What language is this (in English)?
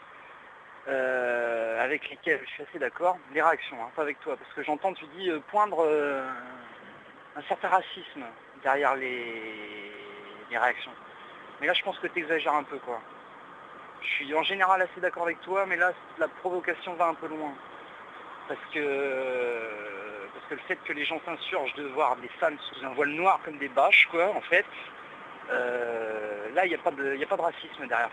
French